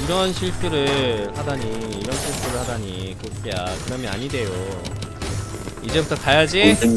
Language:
Korean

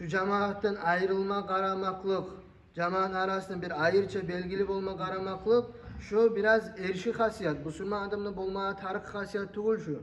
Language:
Kumyk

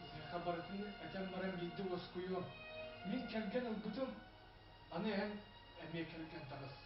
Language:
Yakut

